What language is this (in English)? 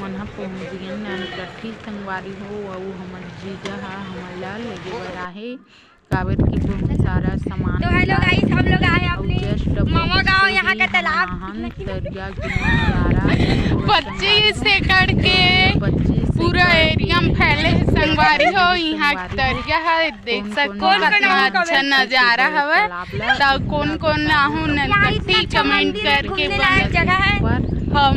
Chhattisgarhi